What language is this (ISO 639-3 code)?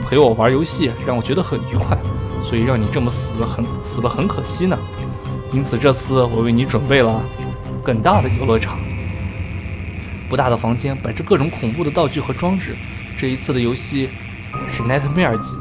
zho